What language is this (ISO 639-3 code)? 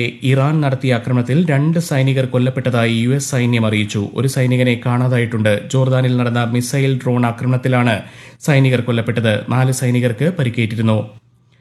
mal